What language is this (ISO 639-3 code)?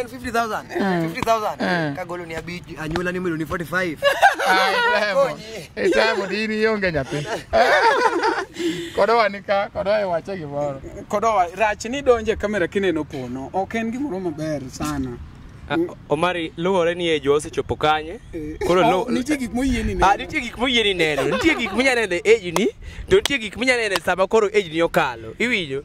luo